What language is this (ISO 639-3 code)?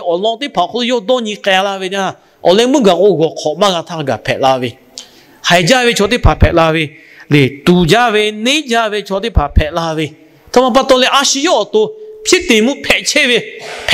lhu